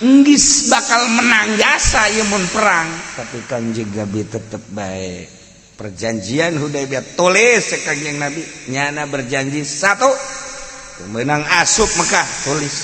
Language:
Sundanese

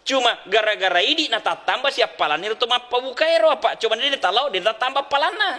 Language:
Buginese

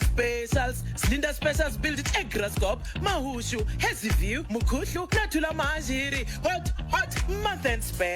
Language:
Tsonga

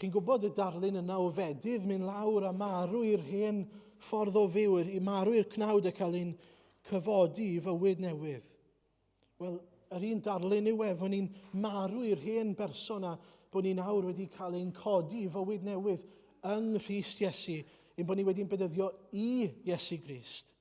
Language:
Welsh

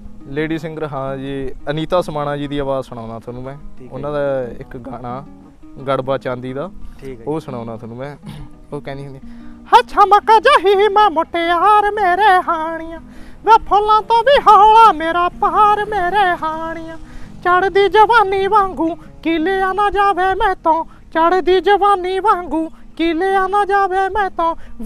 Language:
Punjabi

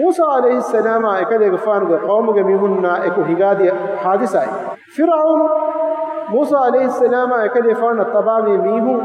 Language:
Divehi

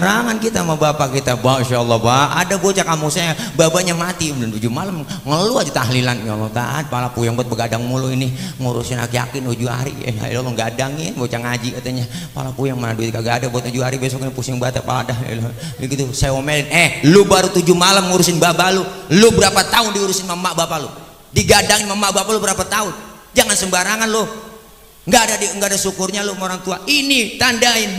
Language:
Betawi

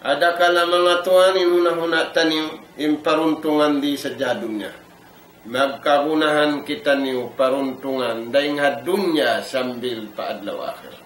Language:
Tausug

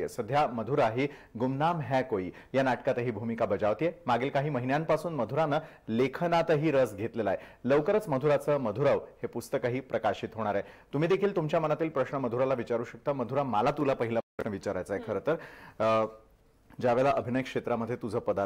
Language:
Marathi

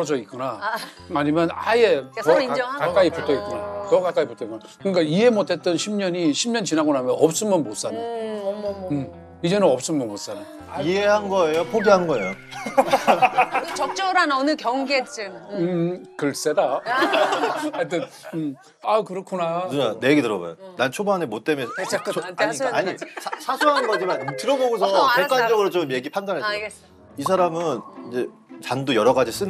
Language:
Korean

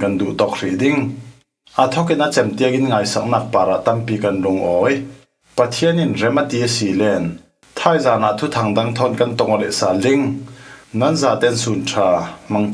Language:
Falam Chin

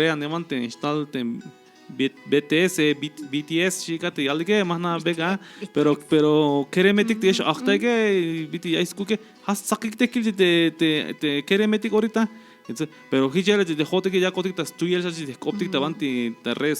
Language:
Tzeltal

